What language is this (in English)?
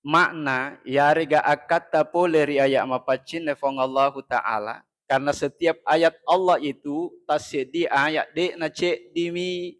Buginese